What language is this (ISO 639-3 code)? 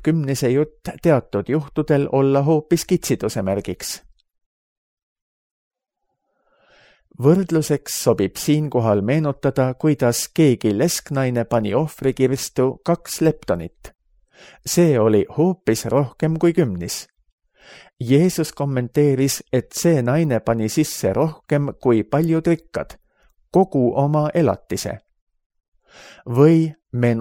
est